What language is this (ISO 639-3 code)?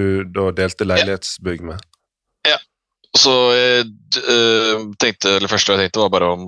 nor